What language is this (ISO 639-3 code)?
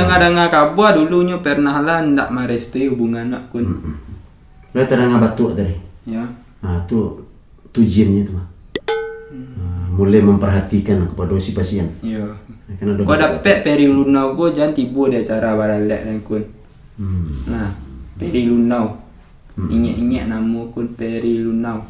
min